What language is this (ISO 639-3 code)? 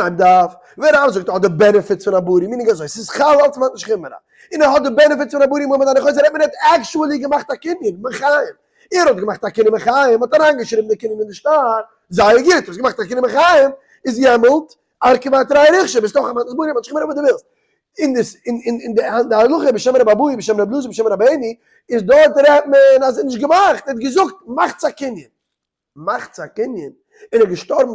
yid